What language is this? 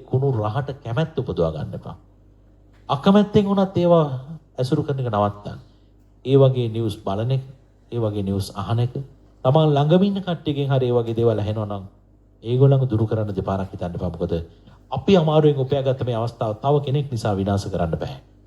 Sinhala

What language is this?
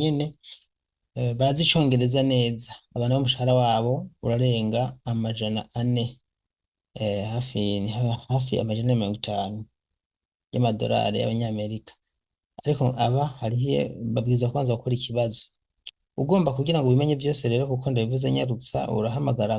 Rundi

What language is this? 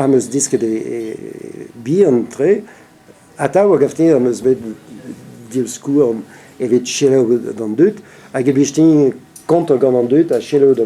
Breton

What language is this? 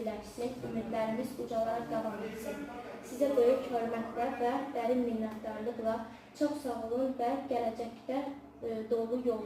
Azerbaijani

